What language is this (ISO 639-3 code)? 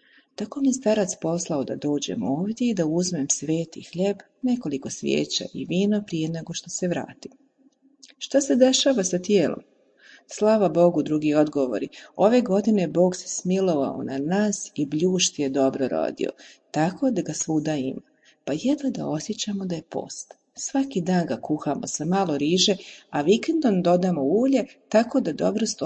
hrv